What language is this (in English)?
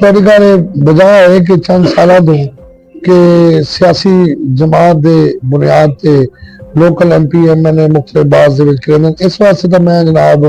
Saraiki